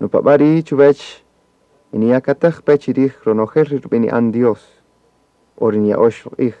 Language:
Kaqchikel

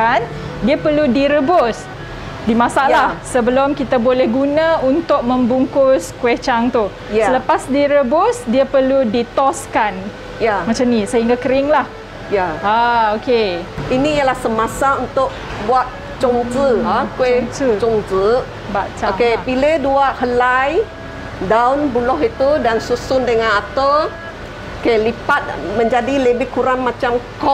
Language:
Malay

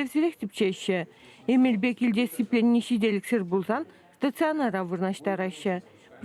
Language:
Chuvash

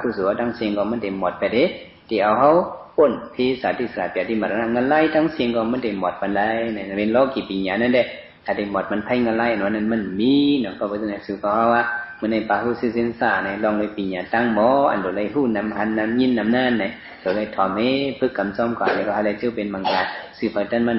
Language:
Shan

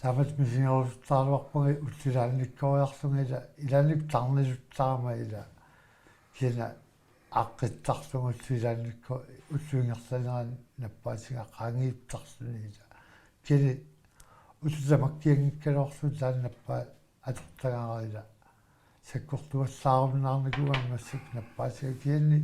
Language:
Kalaallisut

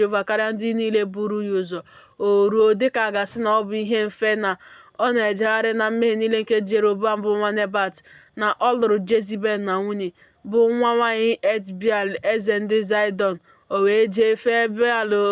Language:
Igbo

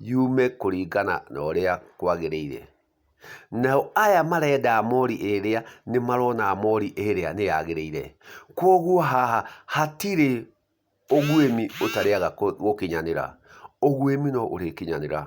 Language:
Kikuyu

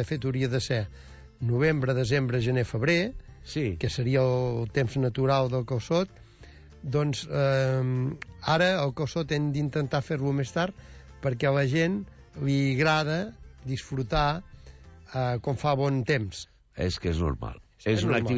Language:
Catalan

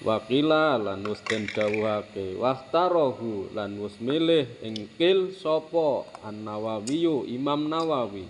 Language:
Javanese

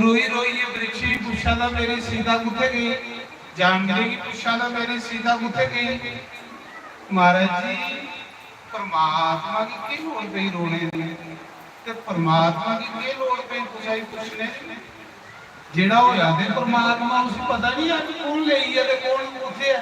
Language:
Dogri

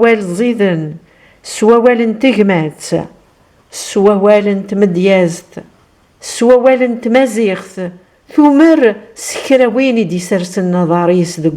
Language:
Kabyle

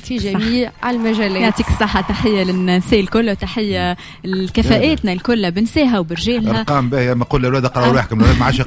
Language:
Tunisian Arabic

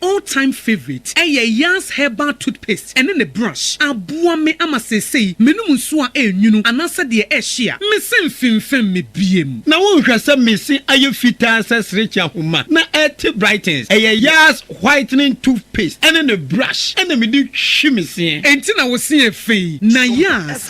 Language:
Akan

